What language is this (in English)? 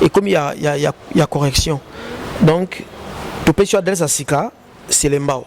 Lingala